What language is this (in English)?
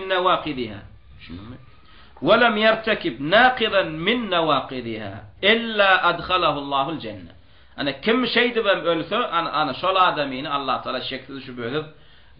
Turkmen